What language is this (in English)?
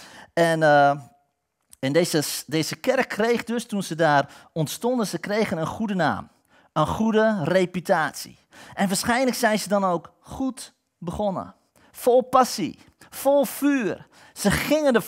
Dutch